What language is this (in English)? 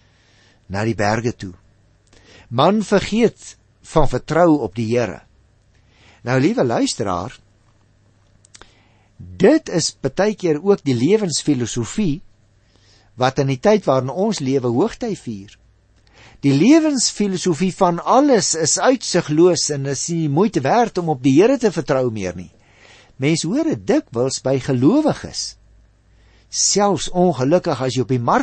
Afrikaans